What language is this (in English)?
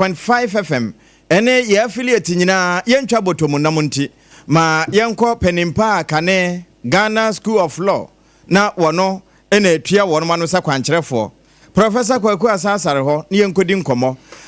Akan